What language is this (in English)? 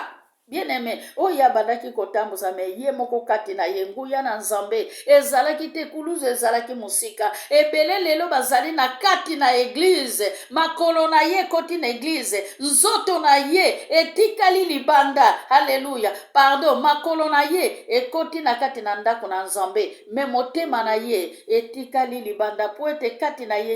Lingala